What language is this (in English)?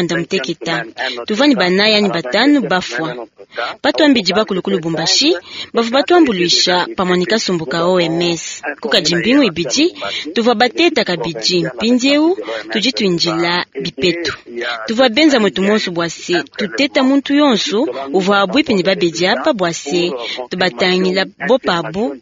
Luba-Lulua